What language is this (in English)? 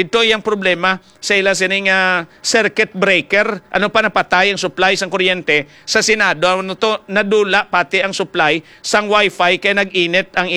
Hiligaynon